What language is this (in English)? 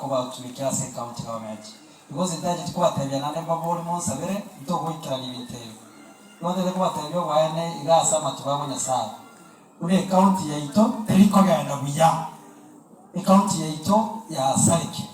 Gusii